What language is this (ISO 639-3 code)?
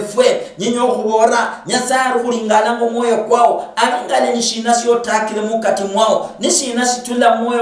luy